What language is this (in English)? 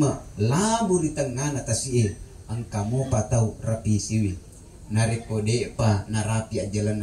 Buginese